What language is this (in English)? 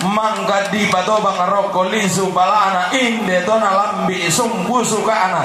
Toraja-Sa'dan